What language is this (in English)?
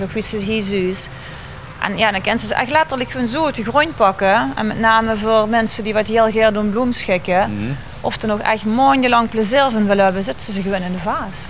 Limburgish